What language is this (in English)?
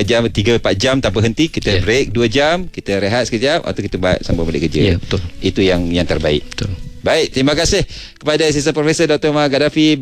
Malay